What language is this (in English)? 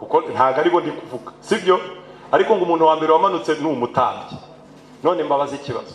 Kinyarwanda